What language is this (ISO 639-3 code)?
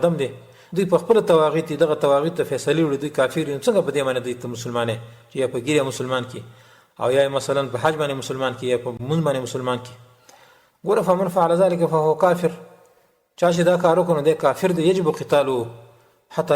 pus